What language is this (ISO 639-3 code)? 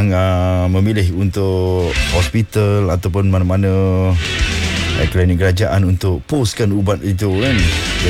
msa